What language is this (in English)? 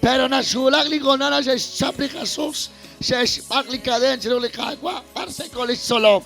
Kekchí